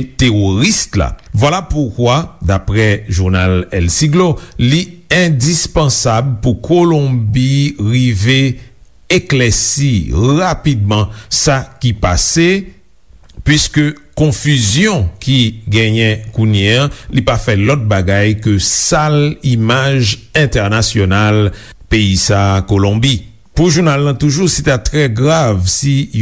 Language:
Haitian Creole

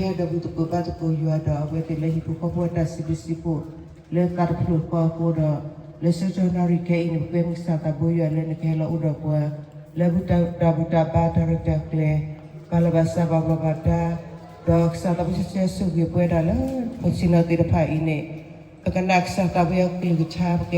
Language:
S'gaw Karen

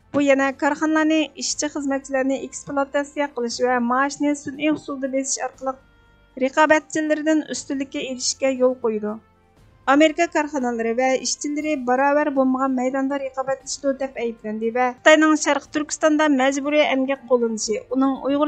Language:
Uyghur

